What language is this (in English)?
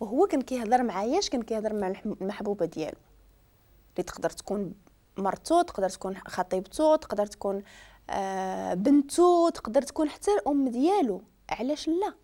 Moroccan Arabic